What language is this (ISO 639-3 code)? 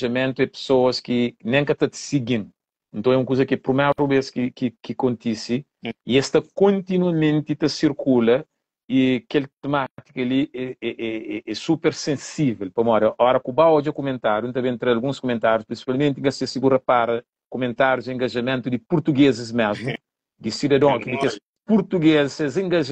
kea